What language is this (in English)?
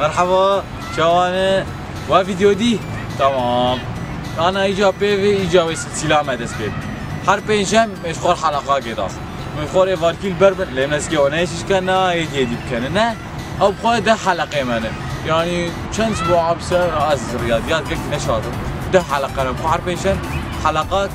Kurdish